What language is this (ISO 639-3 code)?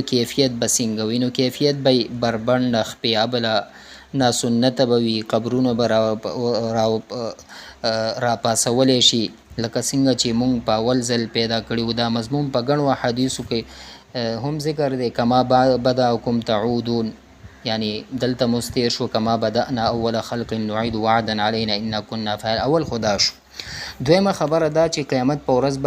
pus